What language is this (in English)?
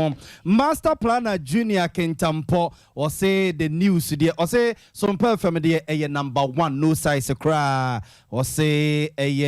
Akan